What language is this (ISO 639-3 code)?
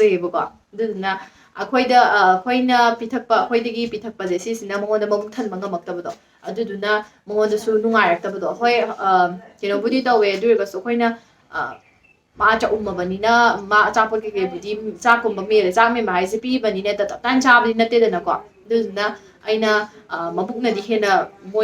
mni